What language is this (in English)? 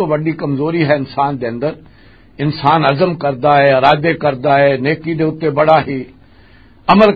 Western Panjabi